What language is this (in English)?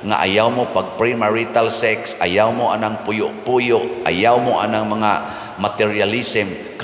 Cebuano